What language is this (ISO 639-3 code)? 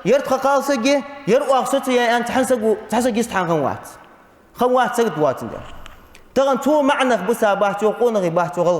inh